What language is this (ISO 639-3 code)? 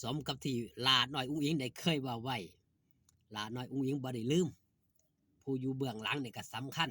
tts